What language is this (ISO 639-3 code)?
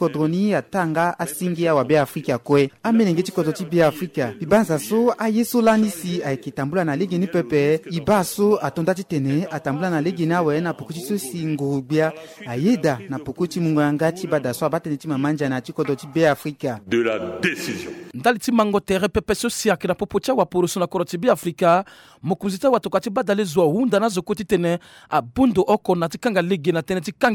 sag